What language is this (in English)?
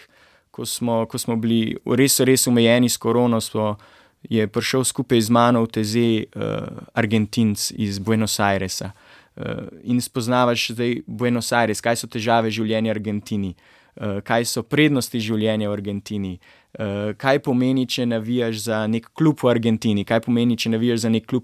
Slovenian